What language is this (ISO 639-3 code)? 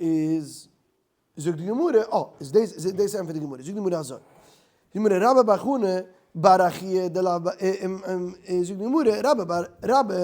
yid